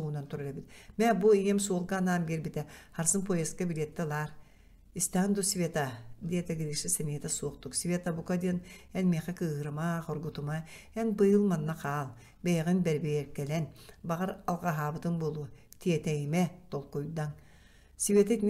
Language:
Yakut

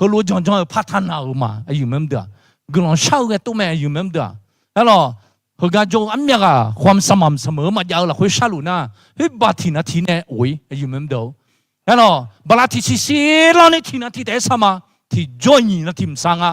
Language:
Akha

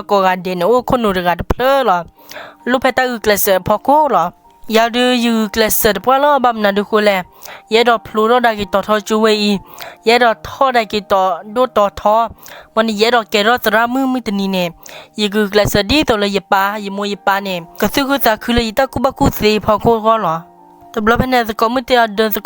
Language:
S'gaw Karen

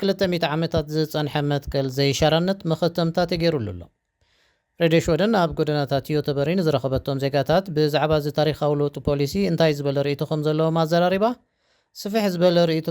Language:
Tigrinya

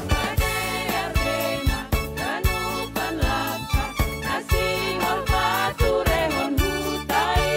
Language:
Batak Simalungun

